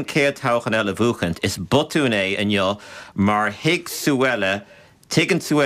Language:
Irish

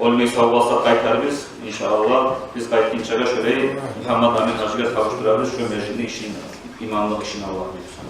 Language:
Kumyk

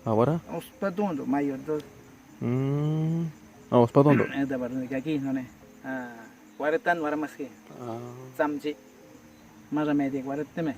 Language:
Awa-Cuaiquer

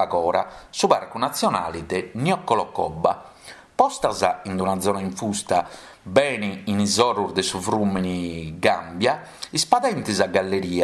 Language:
Sardinian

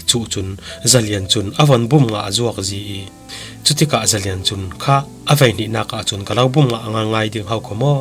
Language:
Falam Chin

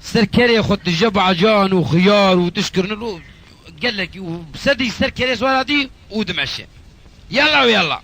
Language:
Kurdish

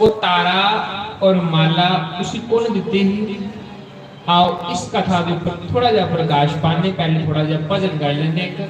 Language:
Dogri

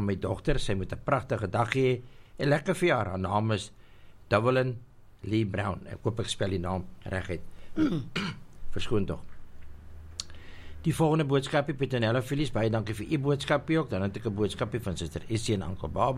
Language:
Afrikaans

